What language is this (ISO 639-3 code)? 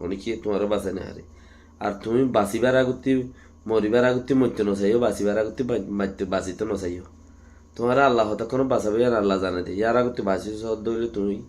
rhg